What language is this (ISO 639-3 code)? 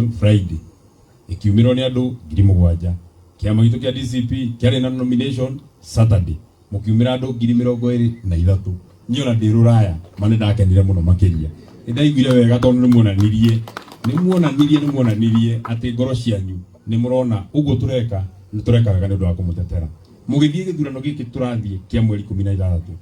kik